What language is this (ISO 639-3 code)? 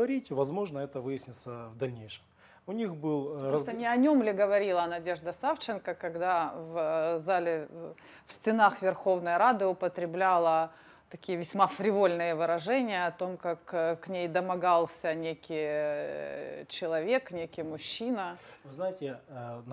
rus